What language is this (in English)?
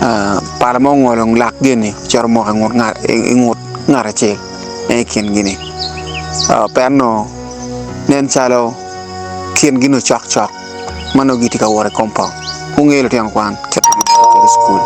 Acoli